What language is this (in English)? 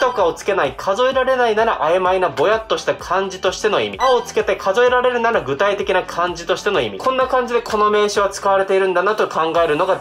Japanese